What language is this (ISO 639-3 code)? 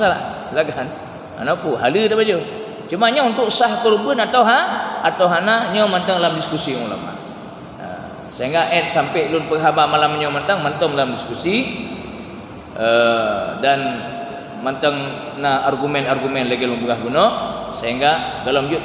ace